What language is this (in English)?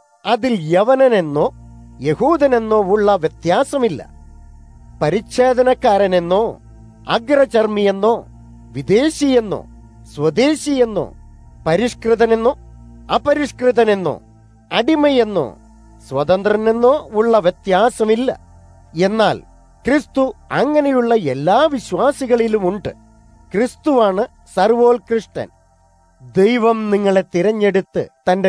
Malayalam